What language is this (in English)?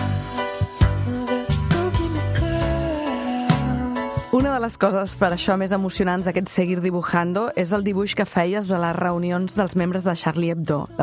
Catalan